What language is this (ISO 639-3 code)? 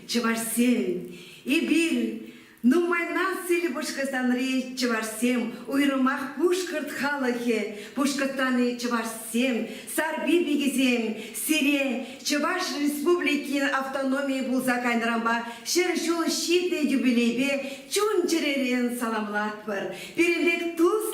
chv